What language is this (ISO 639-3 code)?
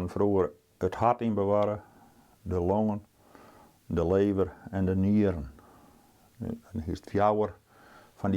fry